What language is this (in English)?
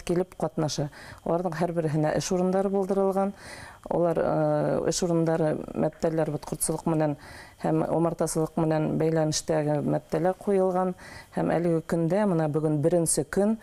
Bashkir